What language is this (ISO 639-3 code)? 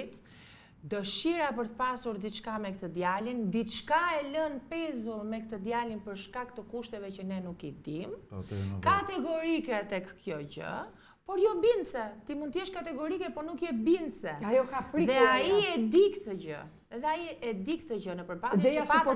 sqi